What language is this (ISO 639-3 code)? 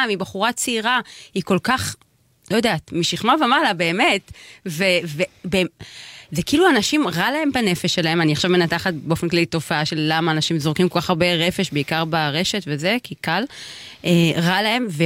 heb